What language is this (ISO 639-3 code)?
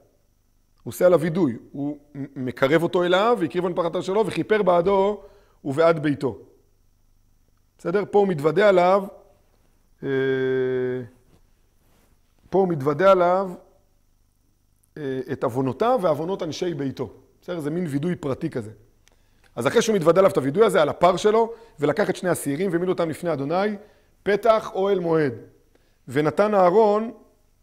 heb